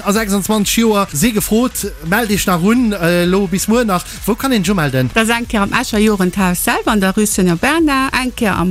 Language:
Luxembourgish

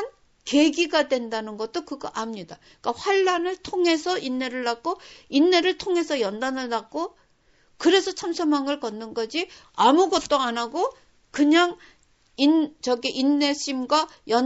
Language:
Korean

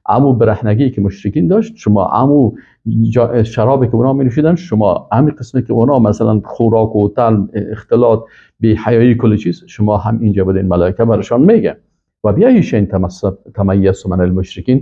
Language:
Persian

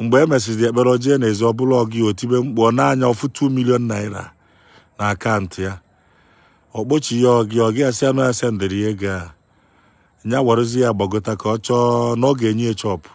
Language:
Igbo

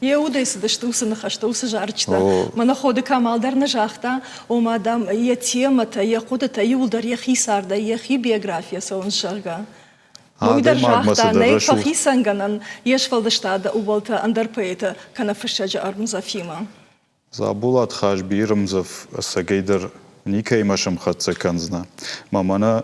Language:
Ossetic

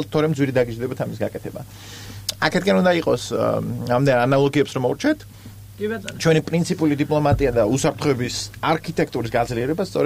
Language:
Georgian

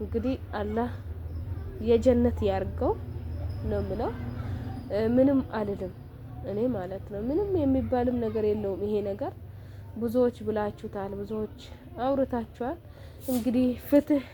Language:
Amharic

